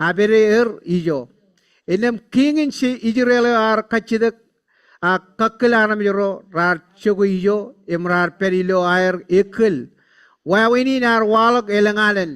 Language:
Marshallese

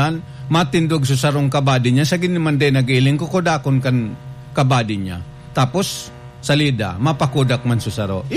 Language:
Bikol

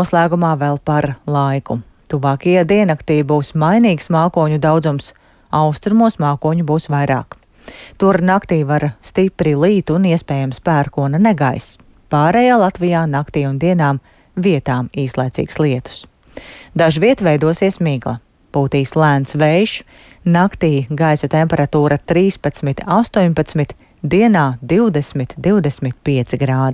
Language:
Latvian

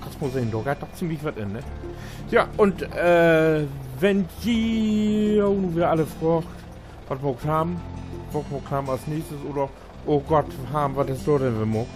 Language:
Low German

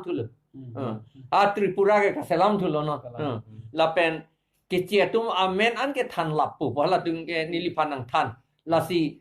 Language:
Karbi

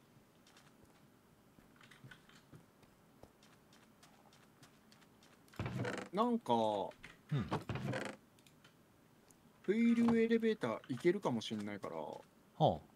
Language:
Japanese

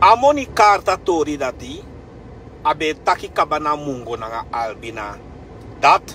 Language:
Sranan Tongo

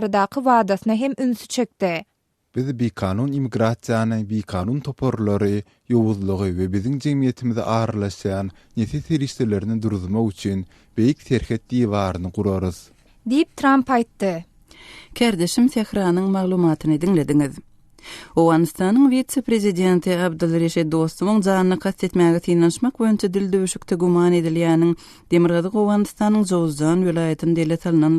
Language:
Turkmen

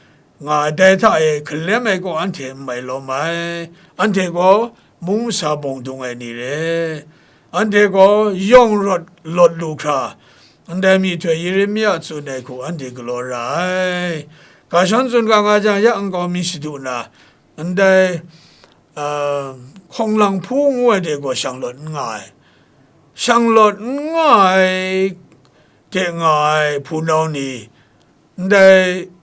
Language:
Kachin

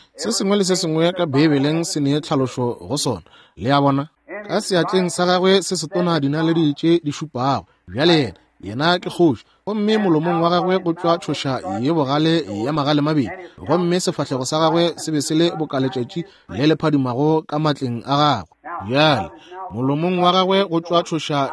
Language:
Northern Sotho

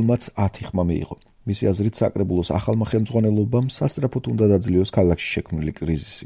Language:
Georgian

